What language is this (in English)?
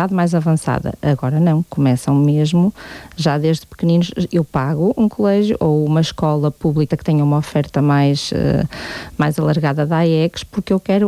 Portuguese